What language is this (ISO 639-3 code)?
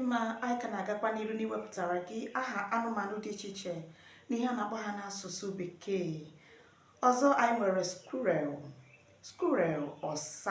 ibo